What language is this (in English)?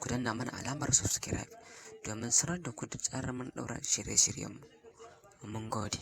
Hausa